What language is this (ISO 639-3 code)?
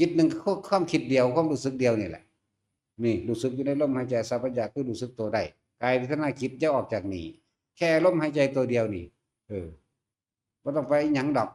tts